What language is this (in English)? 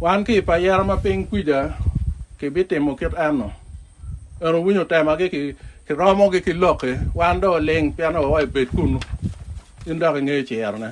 Acoli